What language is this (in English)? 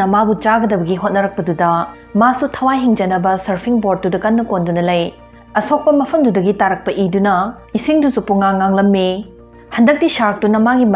Manipuri